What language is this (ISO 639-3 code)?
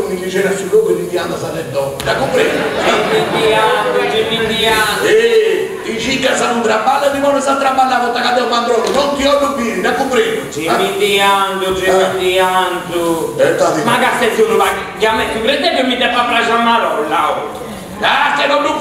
srd